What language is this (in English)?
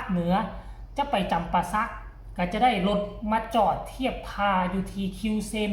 Northeastern Thai